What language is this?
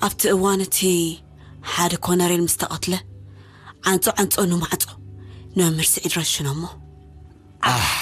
Tigrinya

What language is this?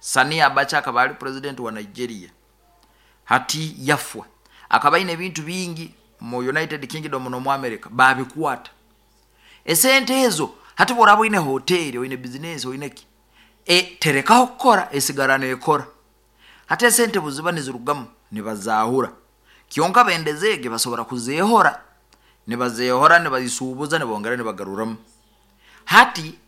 Nyoro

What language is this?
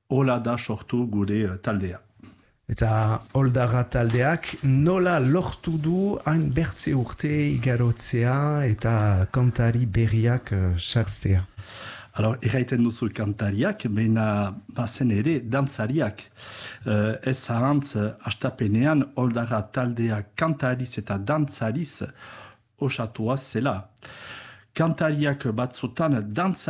Basque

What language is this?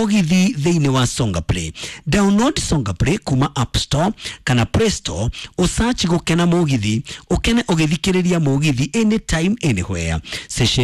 Kikuyu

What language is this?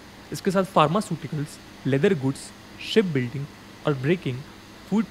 Hindi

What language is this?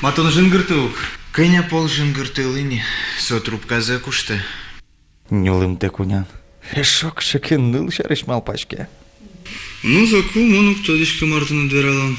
Udmurt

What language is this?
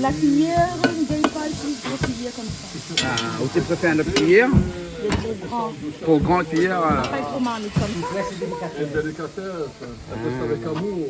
Réunion Creole French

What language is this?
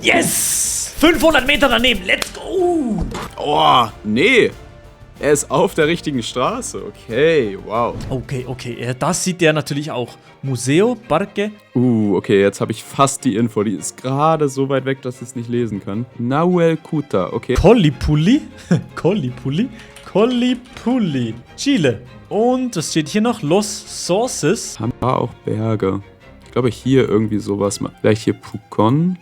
Swiss German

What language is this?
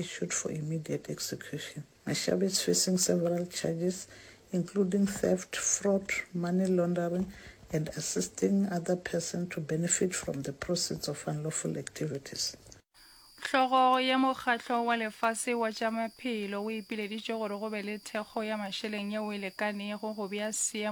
Northern Sotho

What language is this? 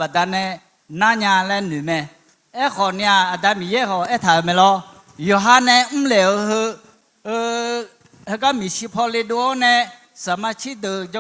Akha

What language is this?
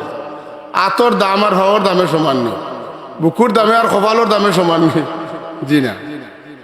Sylheti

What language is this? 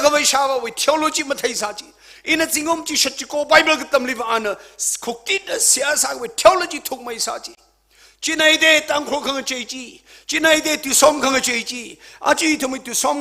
Tangkhul Naga (India)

